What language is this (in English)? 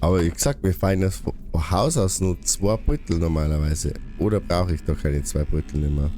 Bavarian